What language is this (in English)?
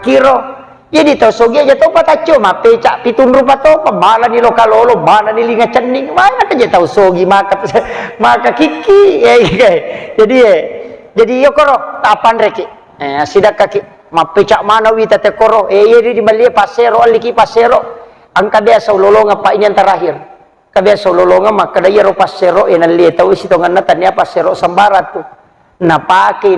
Buginese